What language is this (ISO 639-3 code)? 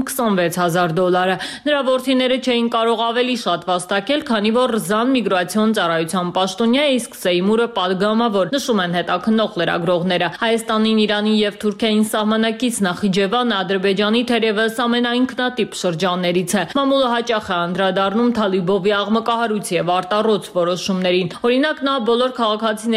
hye